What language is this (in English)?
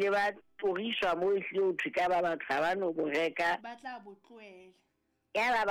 Southern Sotho